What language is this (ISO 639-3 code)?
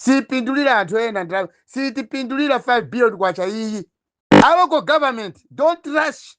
nya